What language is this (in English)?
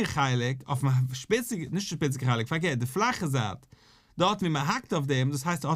Yiddish